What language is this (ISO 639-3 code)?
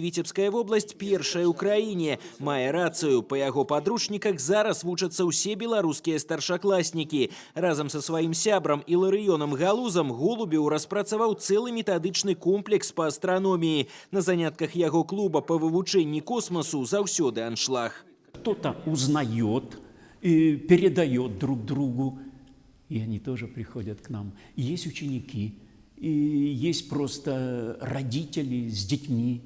bel